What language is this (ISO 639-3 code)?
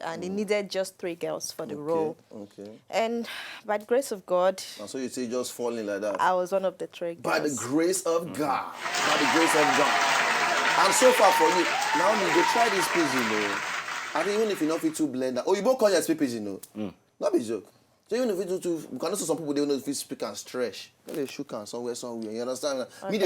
pcm